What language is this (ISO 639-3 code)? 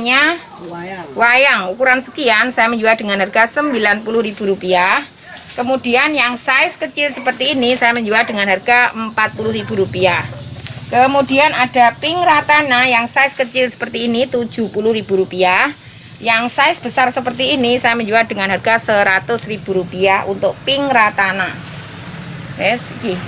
ind